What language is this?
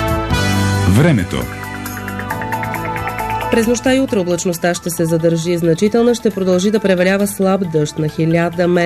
Bulgarian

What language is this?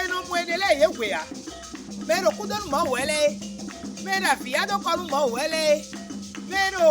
Fon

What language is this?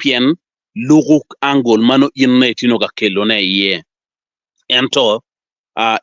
Acoli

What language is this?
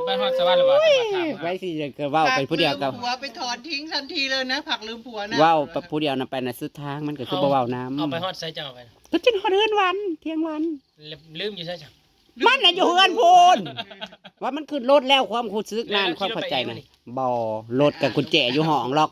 Northeastern Thai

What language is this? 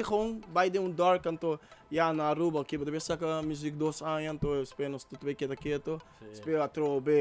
Papiamento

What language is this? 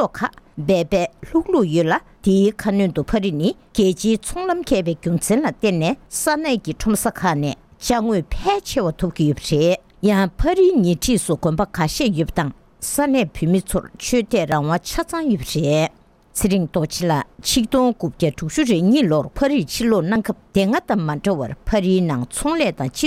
Tibetan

